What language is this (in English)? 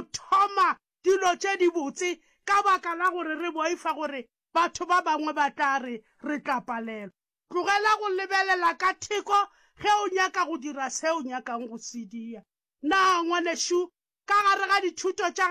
Northern Sotho